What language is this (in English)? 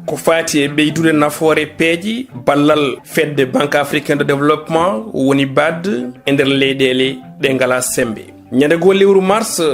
Fula